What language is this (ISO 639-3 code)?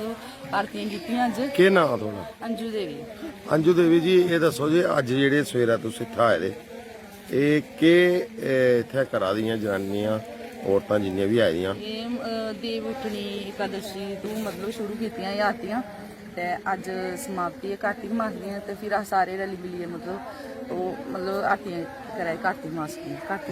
doi